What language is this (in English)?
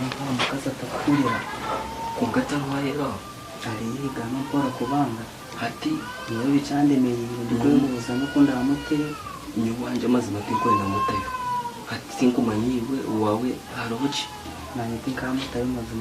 Nyankole